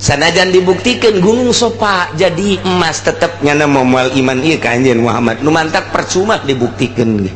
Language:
Sundanese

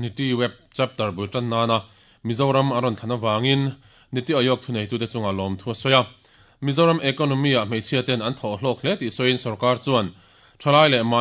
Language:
Mizo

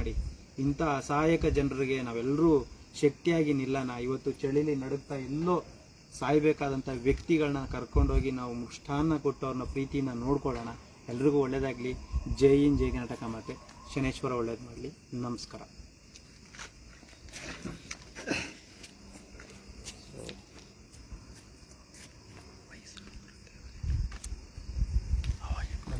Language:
Kannada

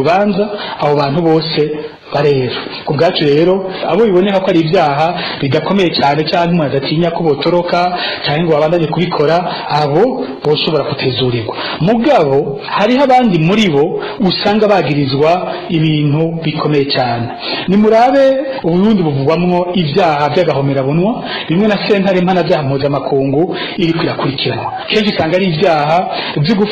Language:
Rundi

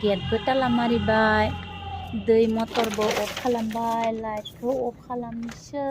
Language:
Bodo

